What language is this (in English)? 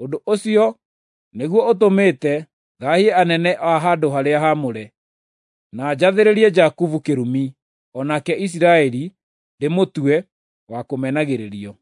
Kikuyu